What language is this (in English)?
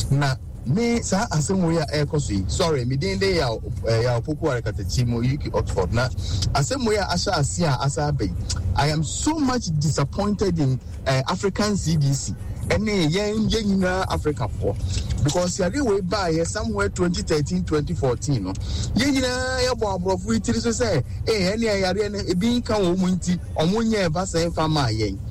Akan